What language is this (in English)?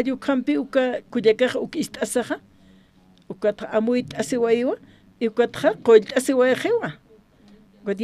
Aymara